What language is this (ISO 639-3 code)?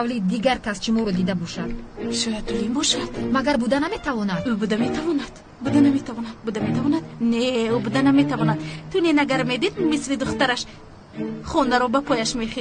tgk